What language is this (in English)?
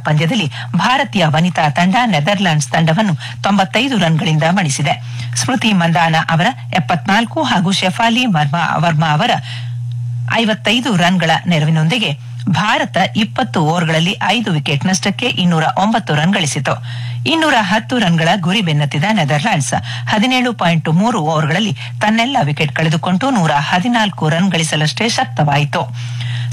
Kannada